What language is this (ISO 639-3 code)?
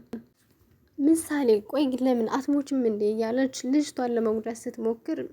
amh